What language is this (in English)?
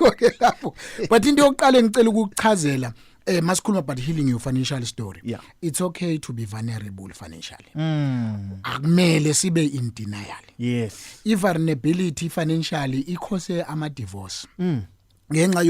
Zulu